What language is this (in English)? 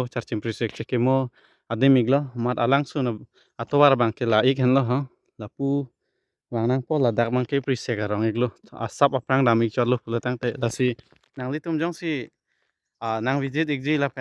Karbi